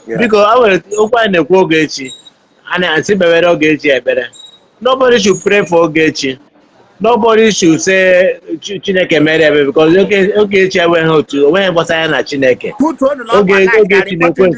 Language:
Igbo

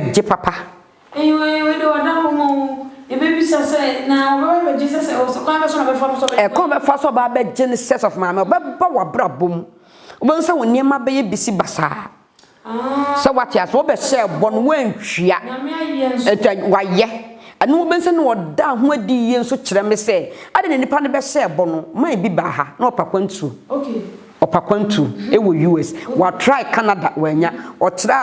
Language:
Akan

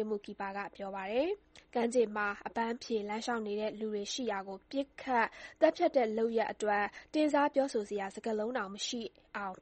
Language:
Burmese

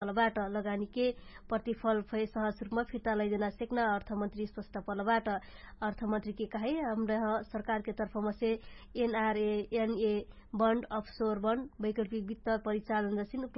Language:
Dangaura Tharu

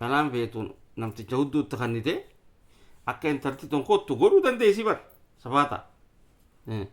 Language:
Oromo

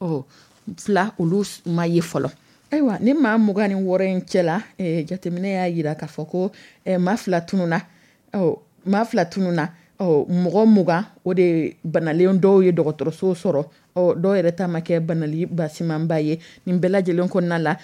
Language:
Dyula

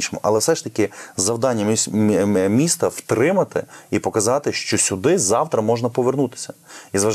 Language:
Ukrainian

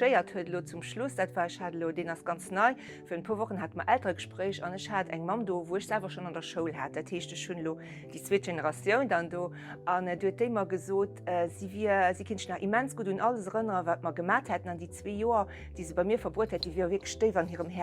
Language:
Luxembourgish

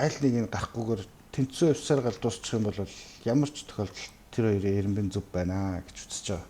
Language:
Mongolian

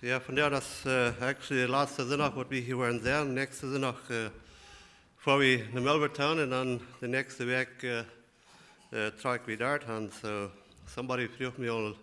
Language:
Plautdietsch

